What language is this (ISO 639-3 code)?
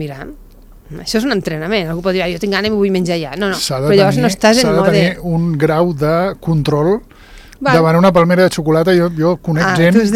cat